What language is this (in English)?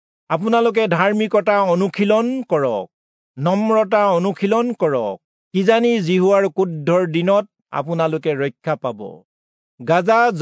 Assamese